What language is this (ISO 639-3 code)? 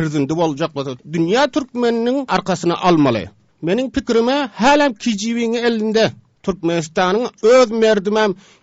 tuk